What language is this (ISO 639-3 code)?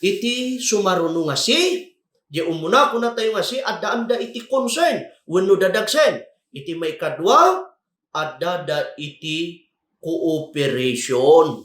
ilo